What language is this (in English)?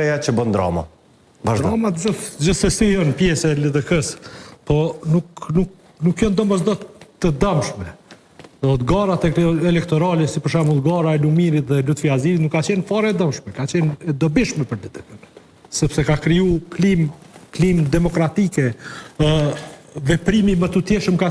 Albanian